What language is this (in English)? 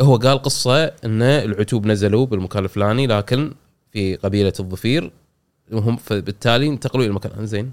Gulf Arabic